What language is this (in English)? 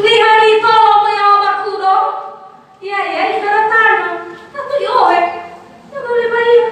Nias